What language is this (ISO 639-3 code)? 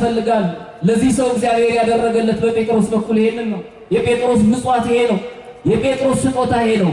amh